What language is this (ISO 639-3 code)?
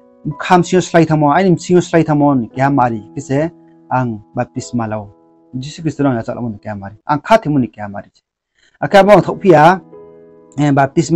ria